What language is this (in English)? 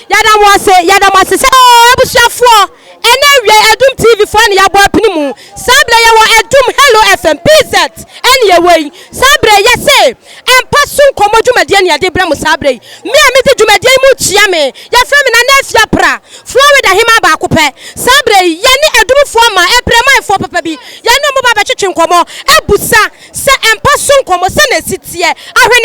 Akan